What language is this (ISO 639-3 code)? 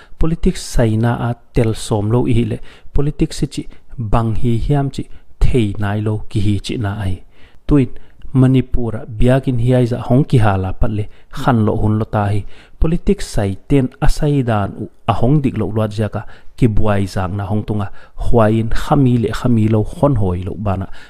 pck